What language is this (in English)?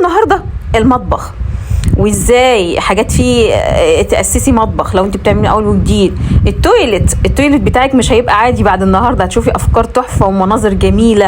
Egyptian Arabic